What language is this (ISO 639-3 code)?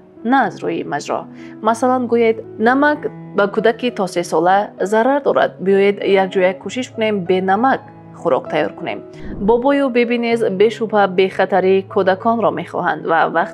tgk